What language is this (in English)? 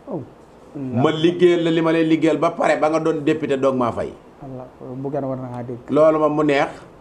Wolof